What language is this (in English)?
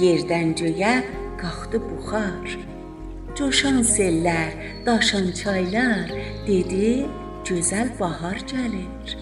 South Azerbaijani